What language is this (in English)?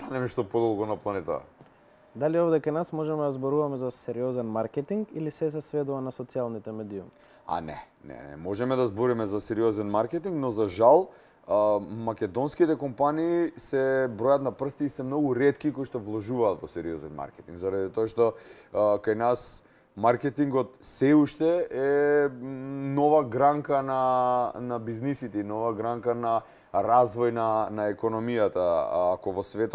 Macedonian